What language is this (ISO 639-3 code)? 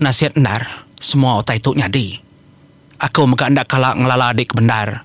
iba